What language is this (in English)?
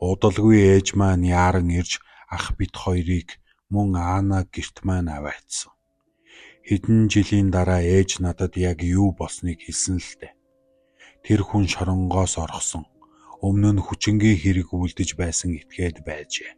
Mongolian